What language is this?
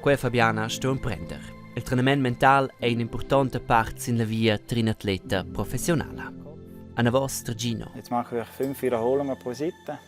Romansh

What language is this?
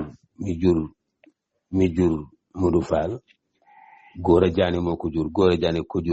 Wolof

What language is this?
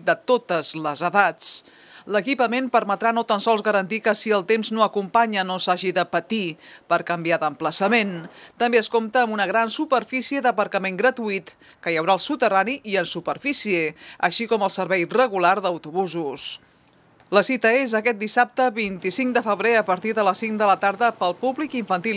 Catalan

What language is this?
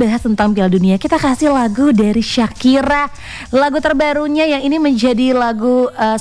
Indonesian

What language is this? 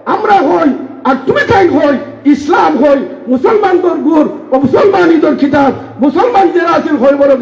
Sylheti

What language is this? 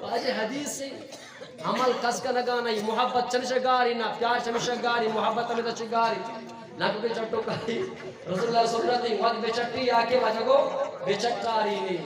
Eastern Balochi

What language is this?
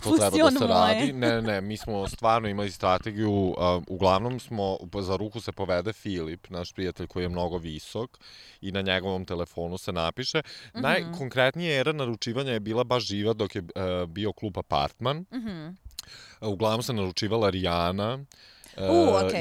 Serbian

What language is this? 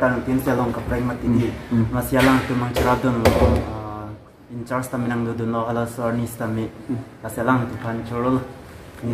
Karbi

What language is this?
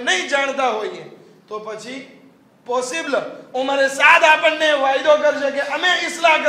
Gujarati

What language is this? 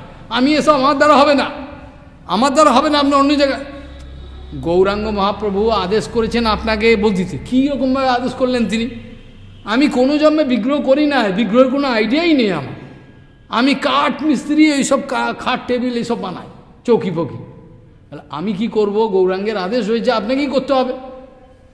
Bangla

